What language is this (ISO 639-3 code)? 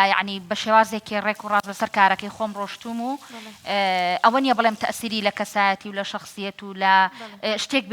ckb